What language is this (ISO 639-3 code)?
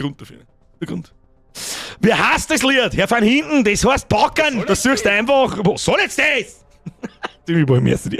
bar